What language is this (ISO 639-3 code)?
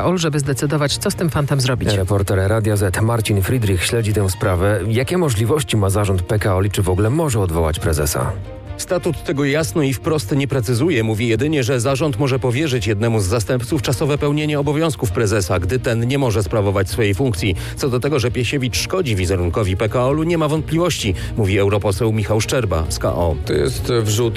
pol